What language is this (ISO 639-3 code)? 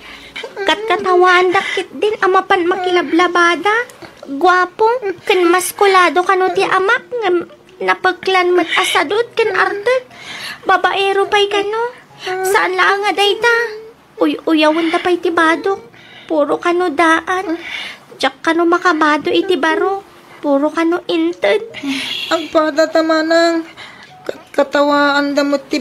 ilo